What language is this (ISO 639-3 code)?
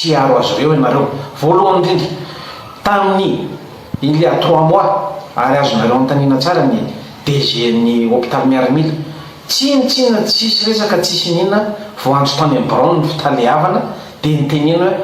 mlg